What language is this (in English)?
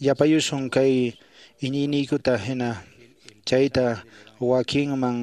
Quechua